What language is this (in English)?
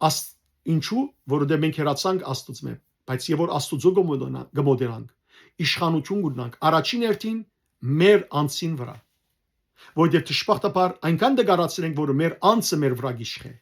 Western Armenian